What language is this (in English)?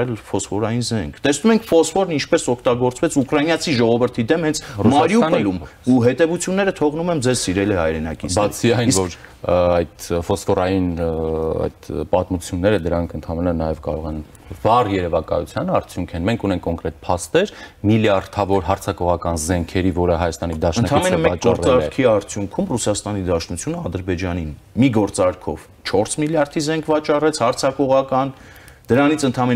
Armenian